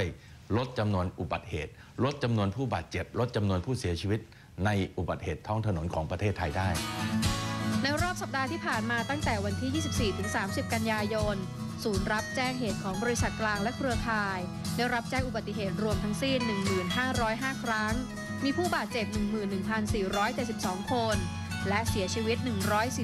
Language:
Thai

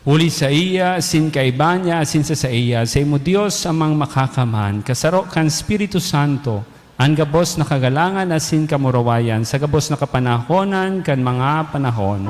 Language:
Bikol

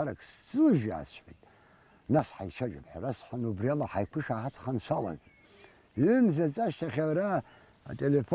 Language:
Abkhazian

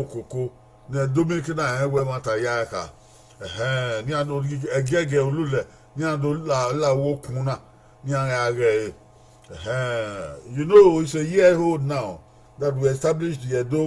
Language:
Bini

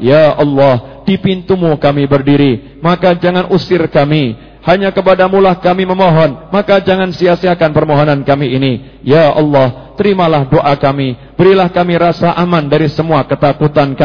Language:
Indonesian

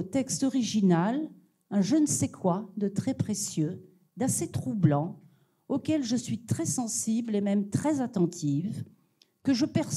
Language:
French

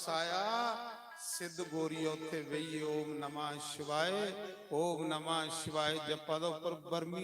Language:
Dogri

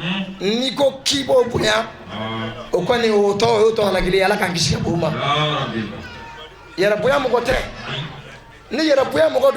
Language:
Bambara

